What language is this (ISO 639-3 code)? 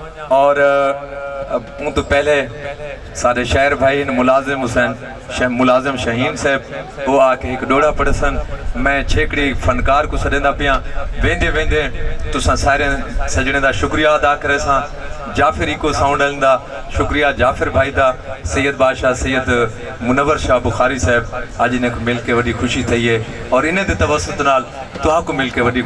skr